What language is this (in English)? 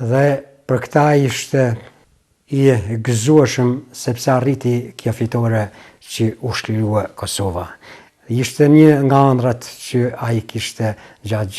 Albanian